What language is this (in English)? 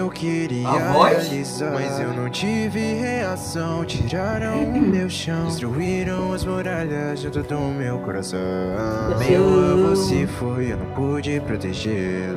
Portuguese